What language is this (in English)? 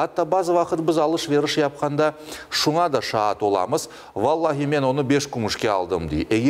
Crimean Tatar